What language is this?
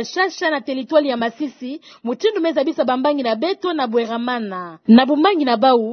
Kituba (Democratic Republic of Congo)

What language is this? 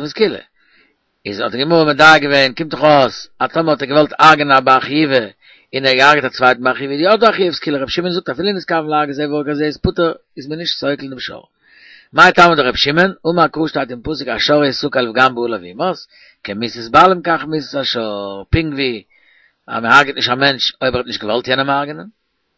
Yiddish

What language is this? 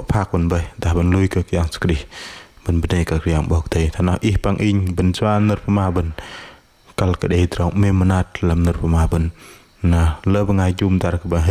Bahnar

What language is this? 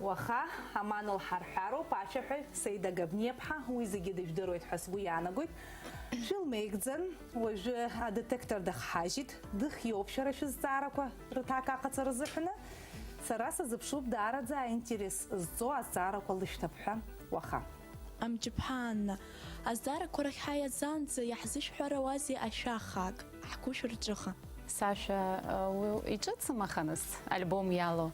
Abkhazian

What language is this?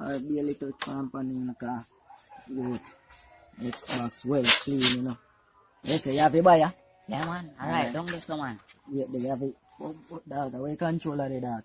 Jamaican Creole English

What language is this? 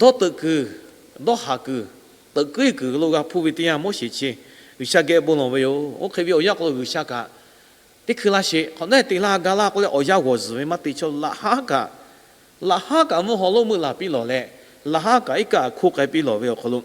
Lahu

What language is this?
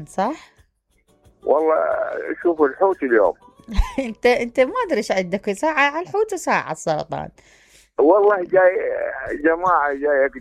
Mesopotamian Arabic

